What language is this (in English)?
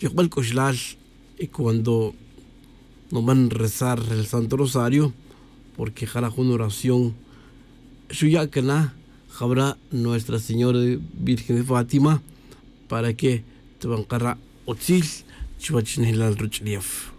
Tz'utujil